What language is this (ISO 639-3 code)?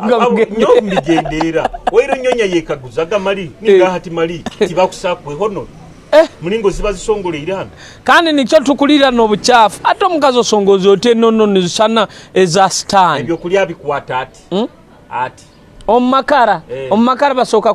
nyo